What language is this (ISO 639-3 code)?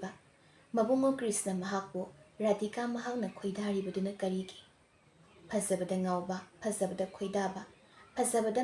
mni